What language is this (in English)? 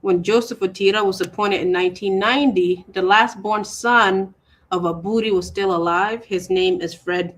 Acoli